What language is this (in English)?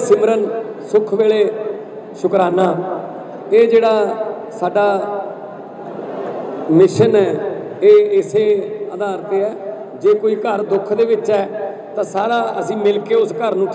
Punjabi